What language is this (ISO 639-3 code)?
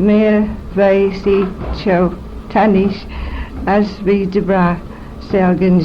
glv